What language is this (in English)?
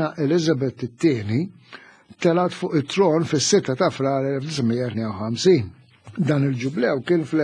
Maltese